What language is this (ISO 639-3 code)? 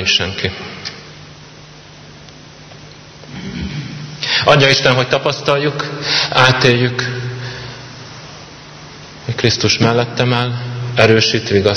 hun